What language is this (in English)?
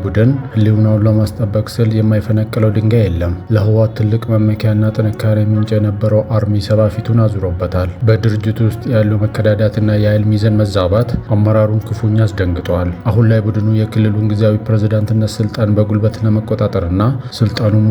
Amharic